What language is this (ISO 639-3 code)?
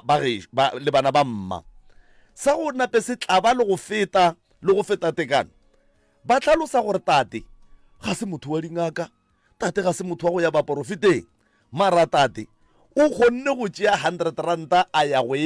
nso